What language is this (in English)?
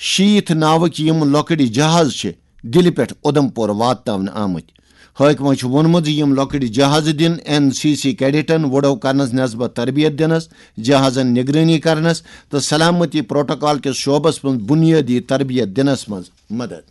Kashmiri